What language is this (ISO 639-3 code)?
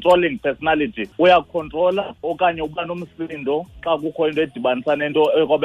xho